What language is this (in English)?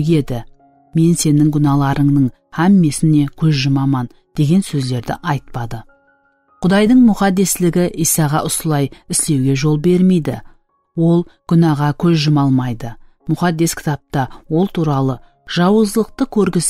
Kara-Kalpak